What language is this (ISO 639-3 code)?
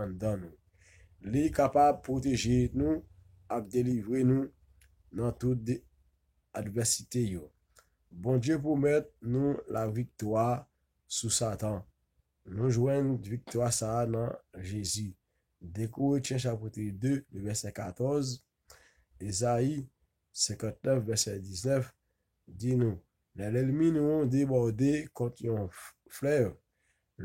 hat